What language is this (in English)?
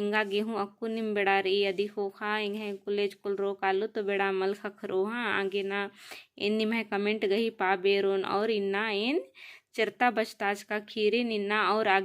Kurukh